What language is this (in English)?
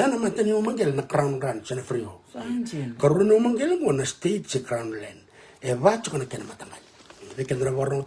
Fijian